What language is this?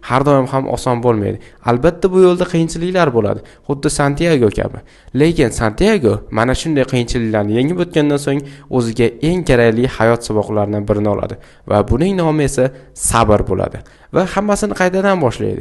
Uzbek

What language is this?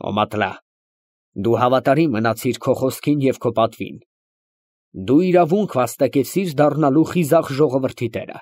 Armenian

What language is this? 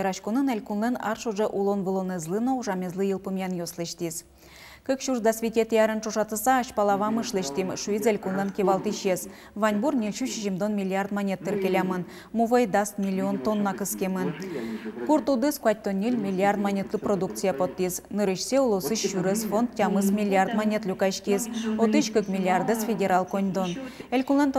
Udmurt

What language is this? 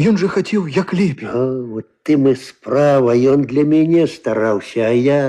Belarusian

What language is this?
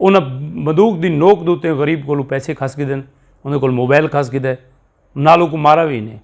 Saraiki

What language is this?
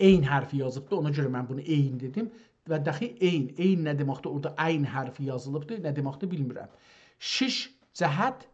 South Azerbaijani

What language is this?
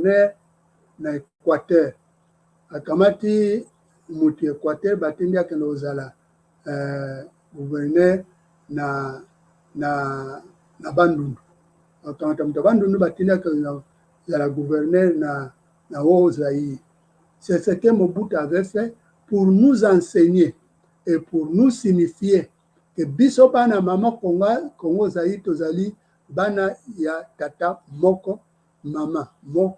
Lingala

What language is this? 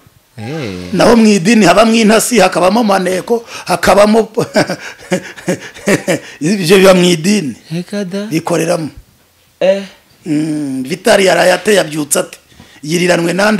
Kinyarwanda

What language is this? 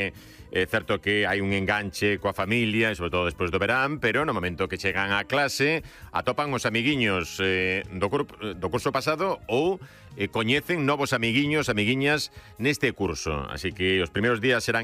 Galician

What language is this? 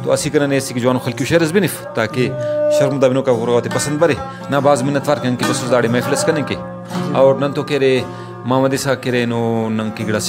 Brahui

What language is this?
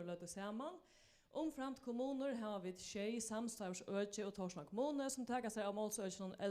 Faroese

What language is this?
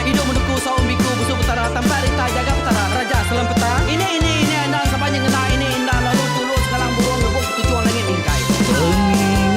Iban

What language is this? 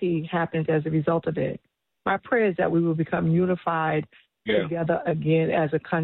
English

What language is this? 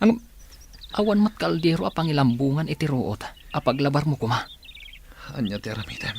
Iloko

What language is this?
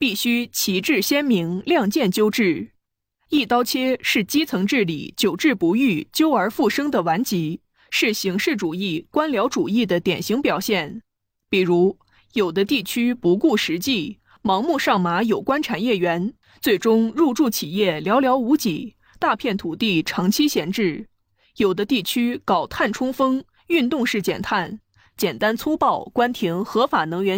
Chinese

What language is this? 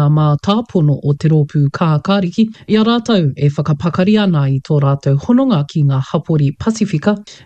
Māori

